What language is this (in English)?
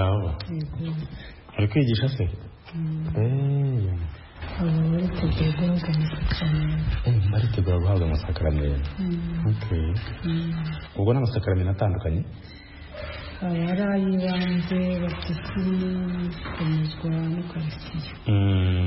Kinyarwanda